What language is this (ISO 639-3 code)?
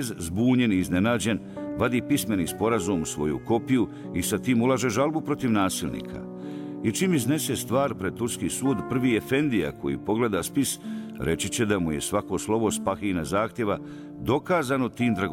bos